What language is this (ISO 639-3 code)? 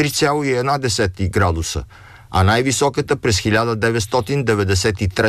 bul